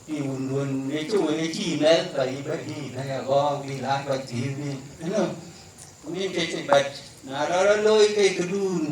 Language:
Dinka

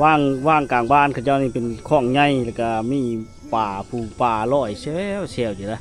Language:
Lao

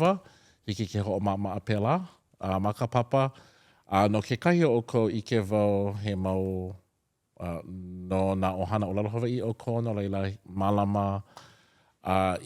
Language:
Hawaiian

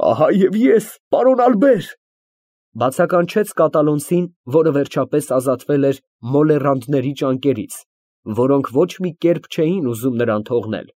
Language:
Armenian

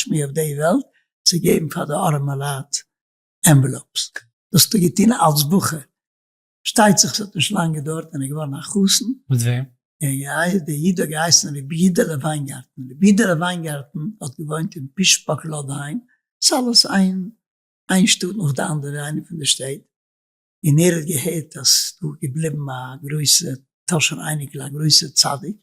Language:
Yiddish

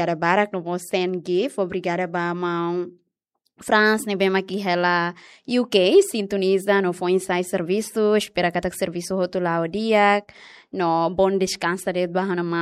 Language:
Tetum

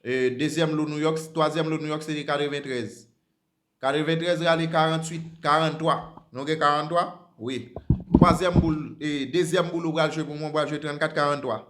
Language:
Haitian Creole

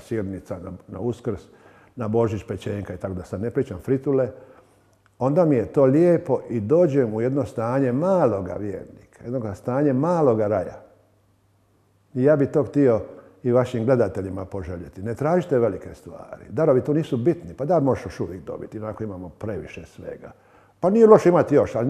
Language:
Croatian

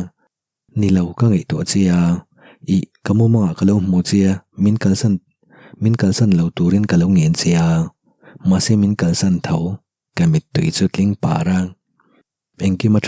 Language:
Mizo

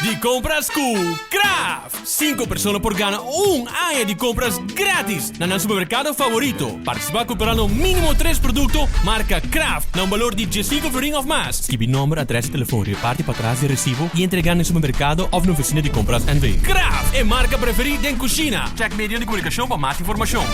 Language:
Papiamento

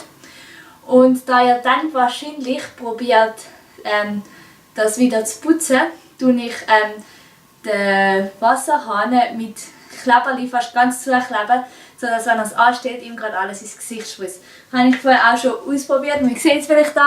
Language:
Swiss German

